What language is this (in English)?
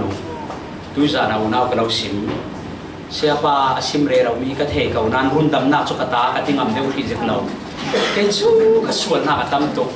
Falam Chin